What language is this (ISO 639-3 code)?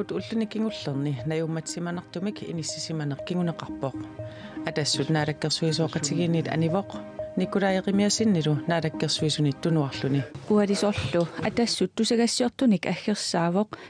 kal